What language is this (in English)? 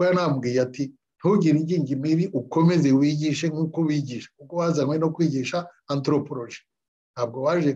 Kinyarwanda